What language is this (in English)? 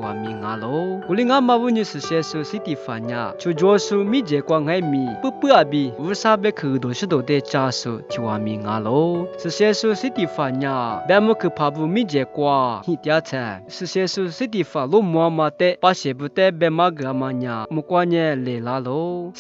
Lisu